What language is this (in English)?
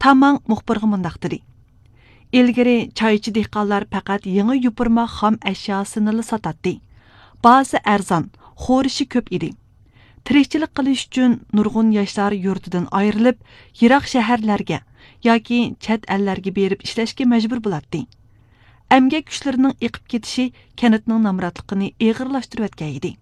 Uyghur